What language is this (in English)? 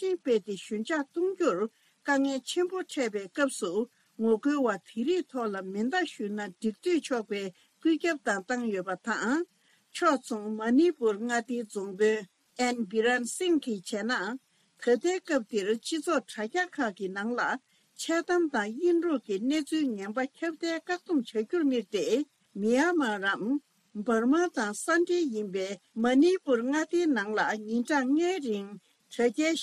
Tibetan